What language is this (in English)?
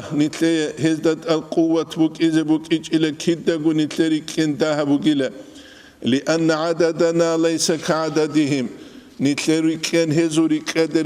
Avaric